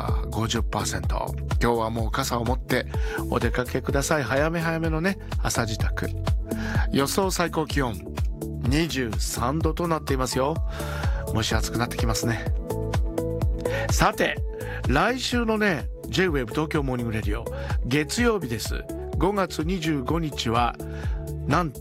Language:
Japanese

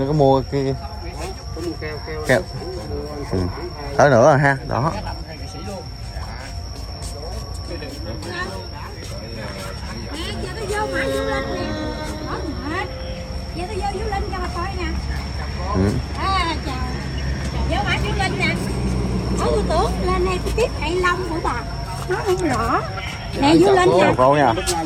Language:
Vietnamese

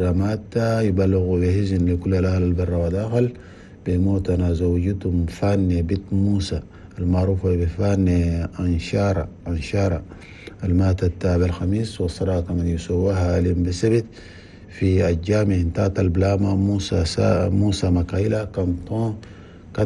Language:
Chadian Arabic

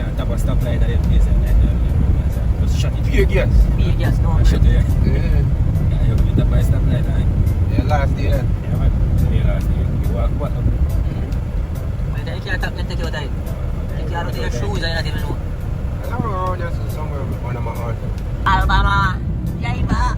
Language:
Jamaican Creole English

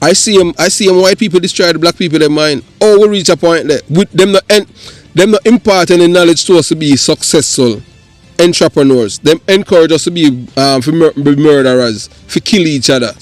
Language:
Jamaican Creole English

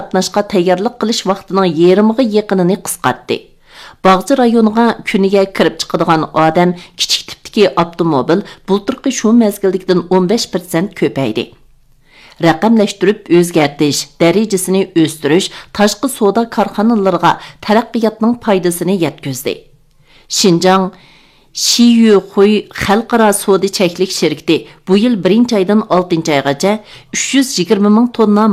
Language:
Uyghur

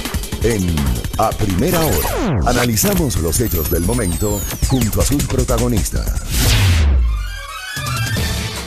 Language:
Spanish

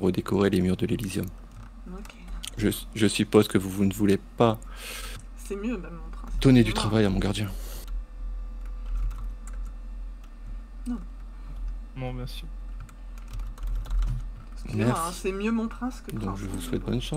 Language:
French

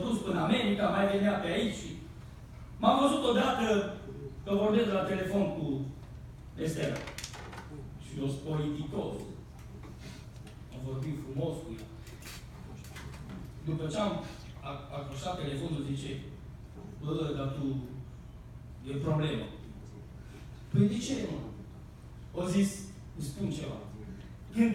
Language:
Romanian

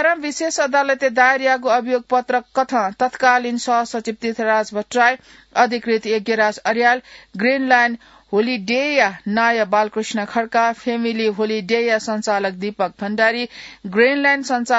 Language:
Newari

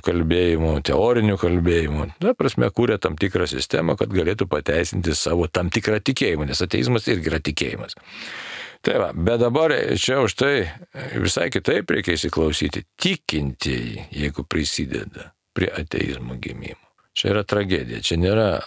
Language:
Lithuanian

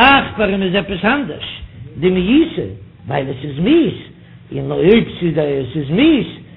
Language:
Yiddish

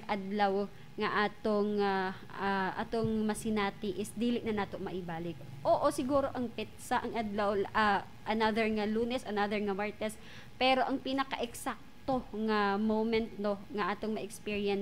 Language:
Cebuano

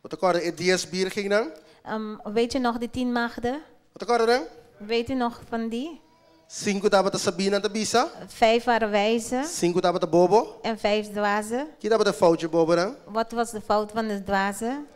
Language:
Papiamento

